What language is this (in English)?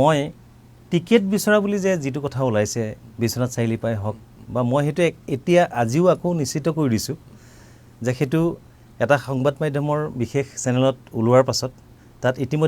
Assamese